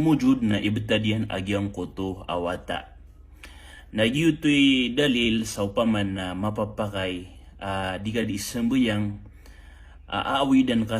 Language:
Maranao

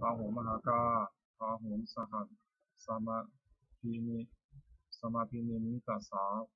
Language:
Pali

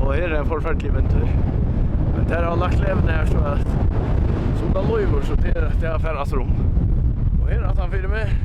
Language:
Faroese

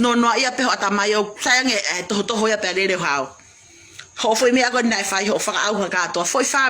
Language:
Tongan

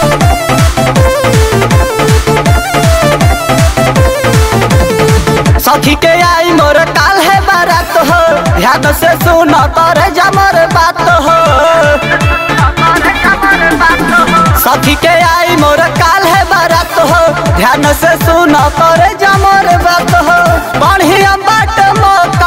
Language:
Bhojpuri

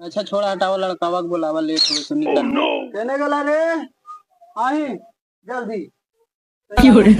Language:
Magahi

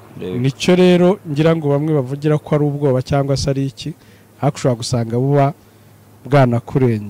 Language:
Kinyarwanda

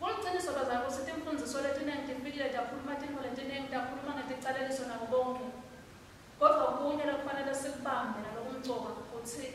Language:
Swati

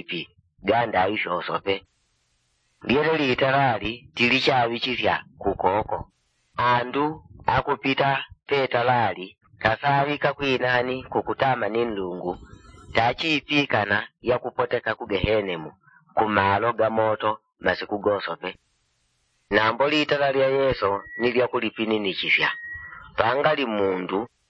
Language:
Yao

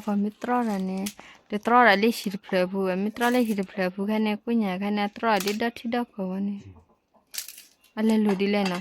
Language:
S'gaw Karen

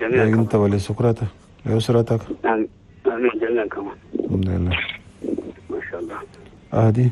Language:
Chadian Arabic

